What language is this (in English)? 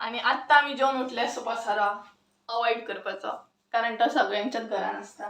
Konkani